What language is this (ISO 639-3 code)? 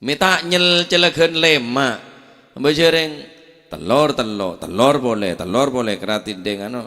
mad